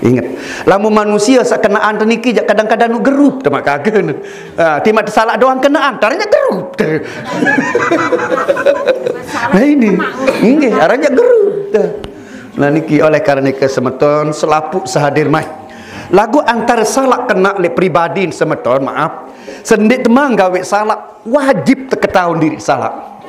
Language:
Sasak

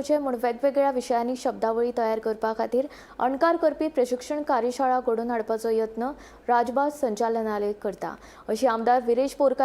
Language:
Konkani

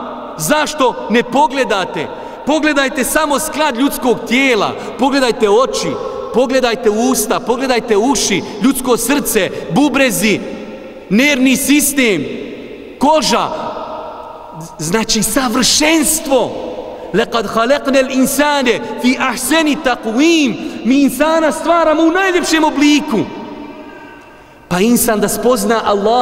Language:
Bosnian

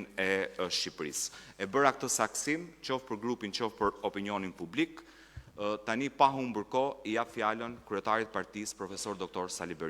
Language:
Albanian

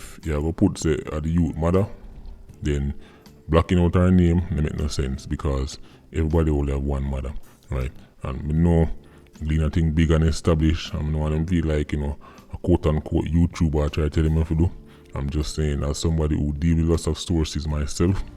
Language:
Jamaican Creole English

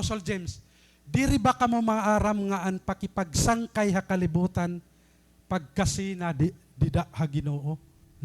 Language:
Waray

